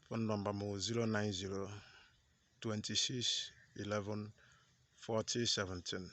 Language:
Igbo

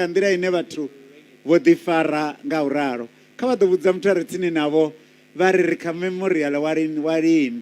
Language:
Venda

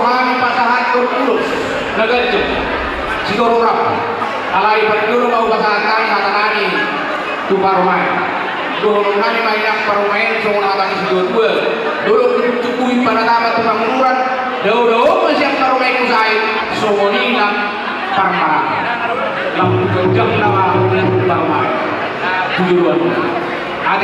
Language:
Batak Toba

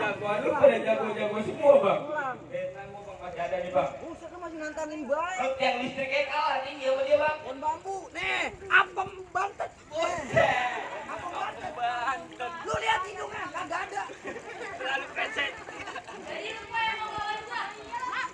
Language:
Betawi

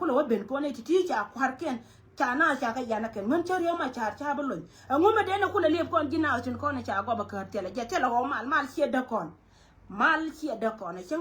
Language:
Nuer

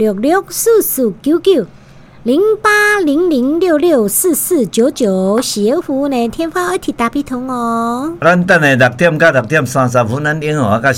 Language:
Min Nan Chinese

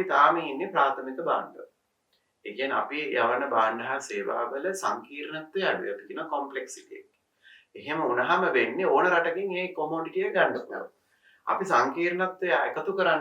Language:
Sinhala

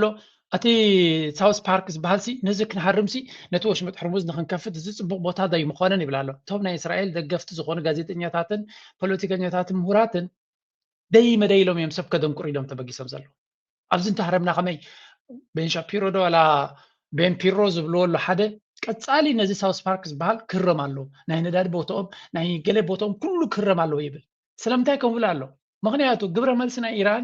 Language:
Tigrinya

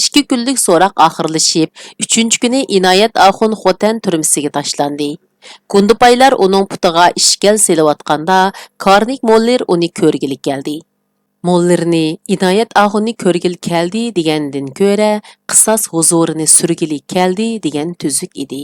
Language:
Uyghur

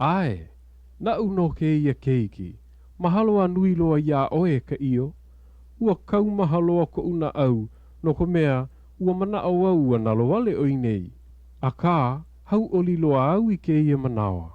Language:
Hawaiian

